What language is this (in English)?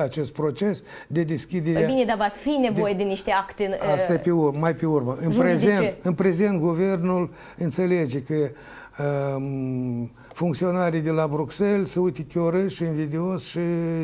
Romanian